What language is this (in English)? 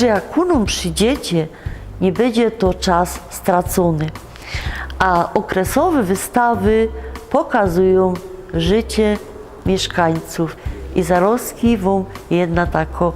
Silesian